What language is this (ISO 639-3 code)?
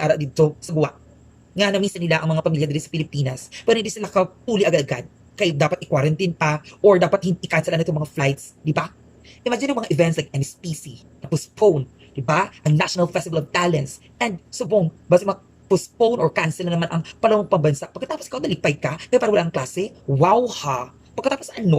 hil